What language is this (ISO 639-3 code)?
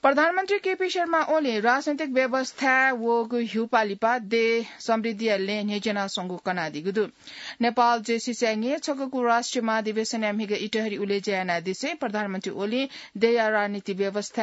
new